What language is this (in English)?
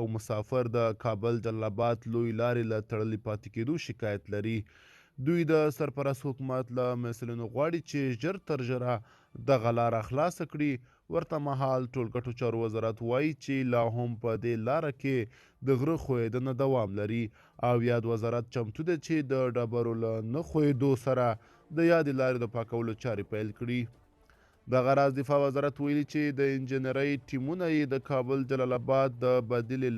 Pashto